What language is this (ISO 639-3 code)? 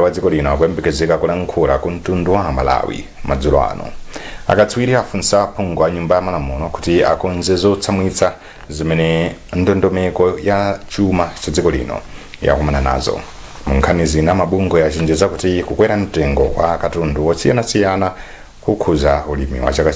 nya